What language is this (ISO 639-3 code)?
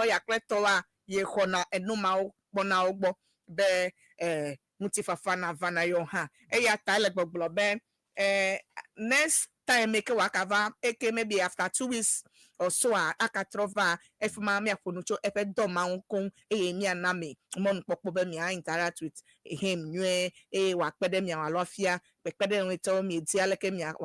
ewe